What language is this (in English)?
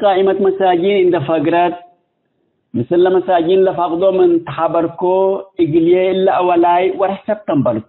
Tigre